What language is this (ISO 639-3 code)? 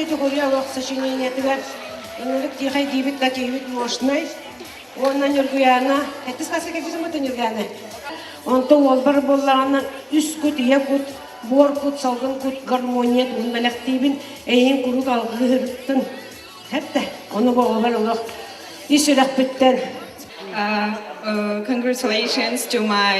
sah